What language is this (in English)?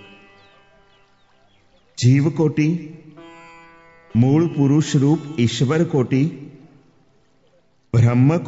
Gujarati